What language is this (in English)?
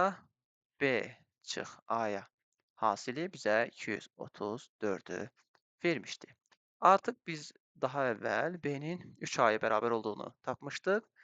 Azerbaijani